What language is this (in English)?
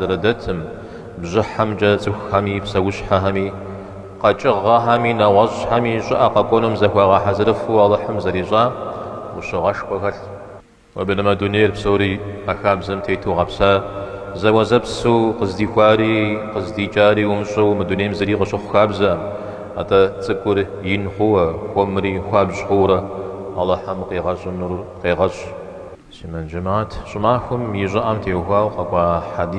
Kabardian